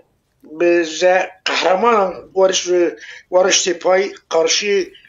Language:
Zaza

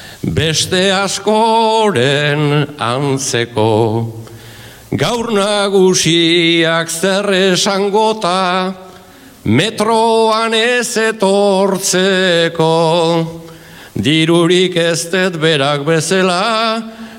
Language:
Basque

